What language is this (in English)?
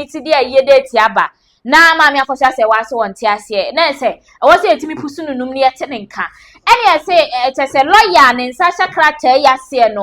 Akan